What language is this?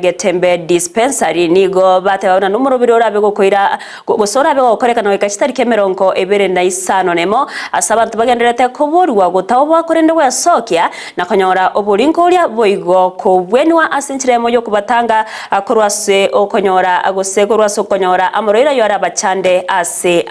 Gusii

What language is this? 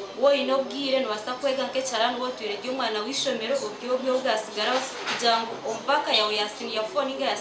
Nyankole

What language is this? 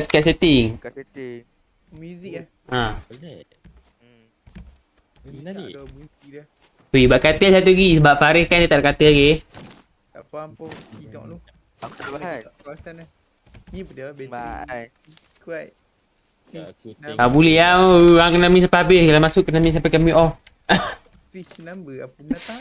Malay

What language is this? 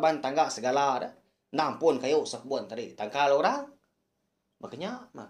Iban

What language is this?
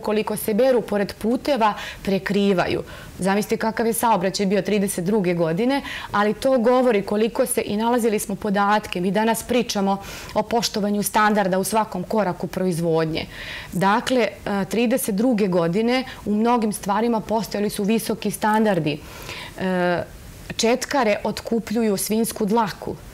Serbian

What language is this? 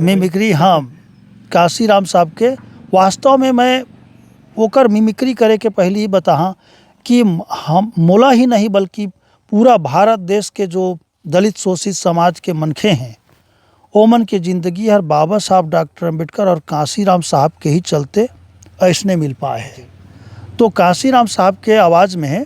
Chhattisgarhi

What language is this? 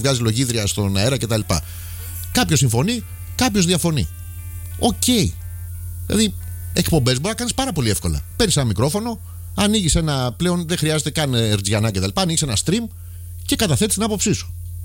Greek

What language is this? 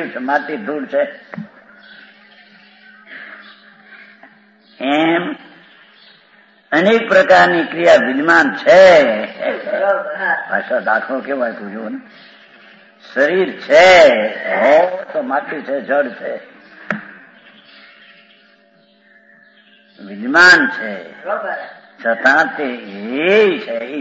Gujarati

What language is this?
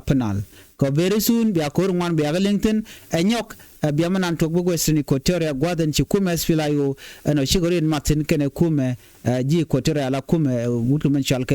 Nuer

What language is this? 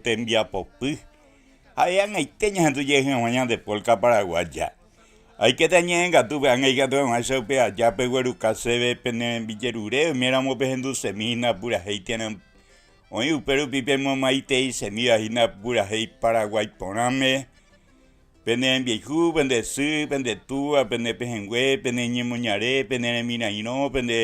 Guarani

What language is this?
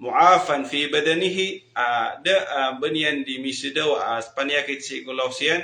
Maranao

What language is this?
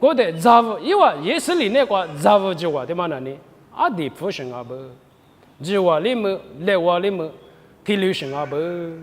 Lisu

